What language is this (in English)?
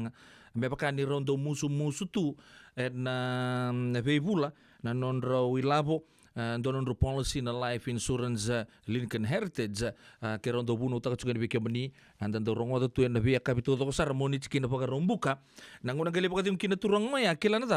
Fijian